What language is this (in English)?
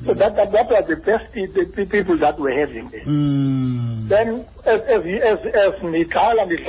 Xhosa